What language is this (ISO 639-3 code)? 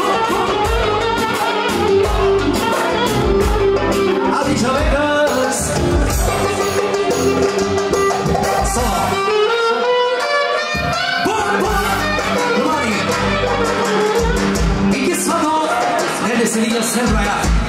tur